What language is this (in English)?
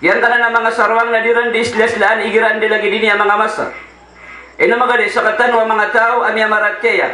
Maranao